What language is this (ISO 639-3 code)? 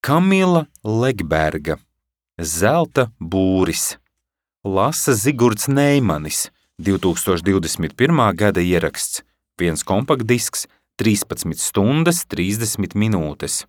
lav